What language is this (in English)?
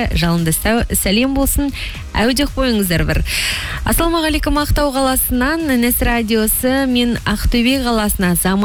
Kazakh